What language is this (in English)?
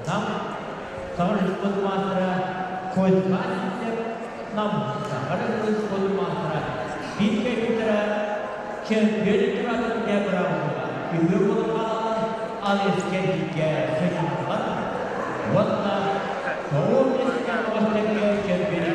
Yakut